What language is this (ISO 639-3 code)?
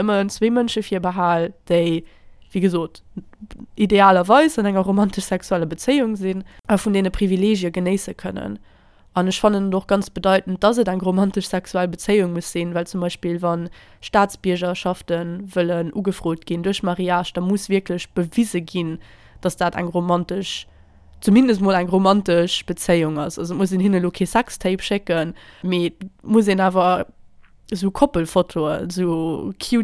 ltz